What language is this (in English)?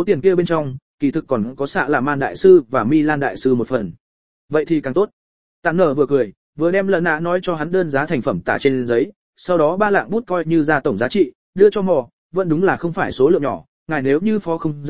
Vietnamese